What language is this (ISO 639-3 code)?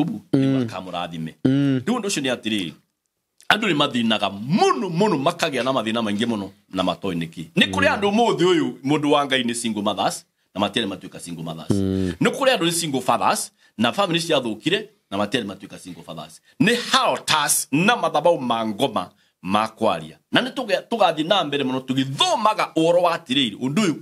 kik